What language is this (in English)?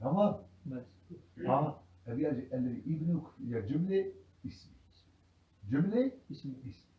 Kurdish